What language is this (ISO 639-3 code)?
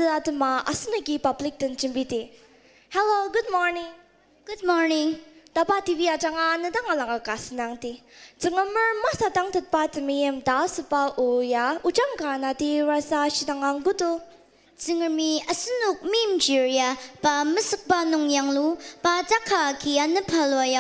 njo